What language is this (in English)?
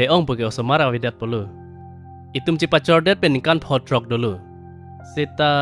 Karbi